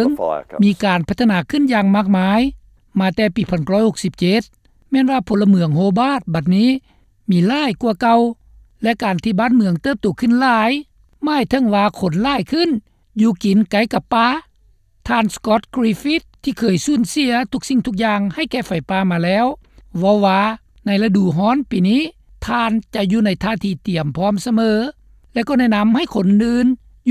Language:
Lao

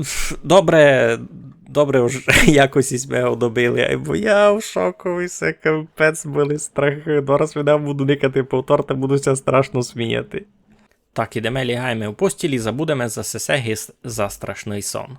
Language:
Rusyn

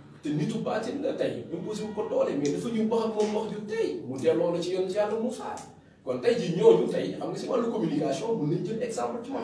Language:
Wolof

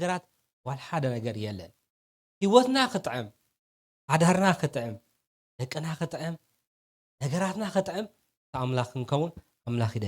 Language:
Tigrinya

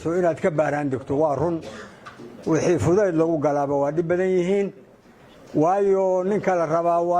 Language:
Somali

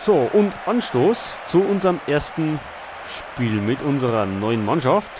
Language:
Bavarian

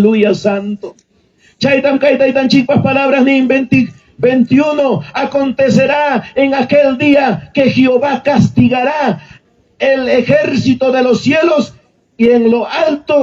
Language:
Ayacucho Quechua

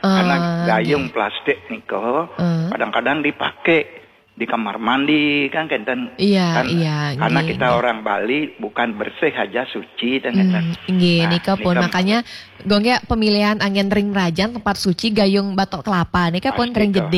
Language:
Balinese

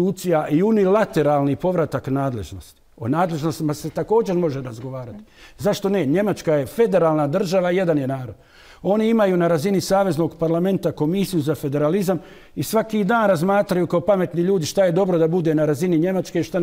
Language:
Bosnian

